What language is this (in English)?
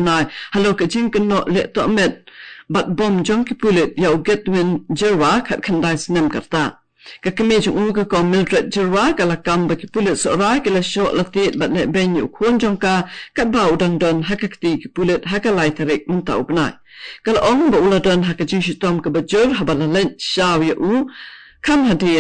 Khasi